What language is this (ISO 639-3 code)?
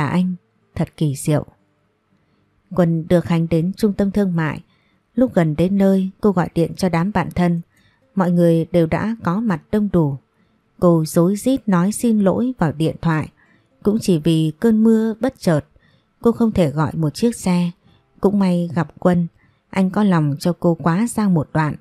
vie